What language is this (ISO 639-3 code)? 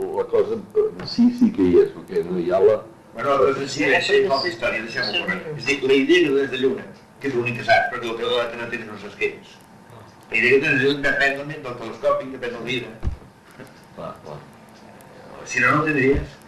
cat